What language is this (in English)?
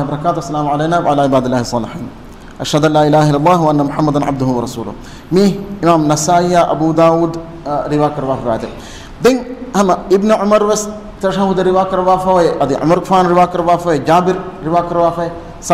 Divehi